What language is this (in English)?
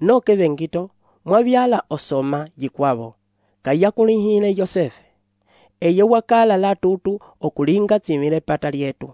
Umbundu